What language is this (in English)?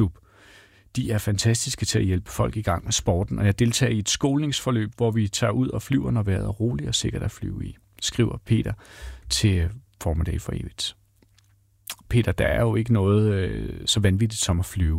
Danish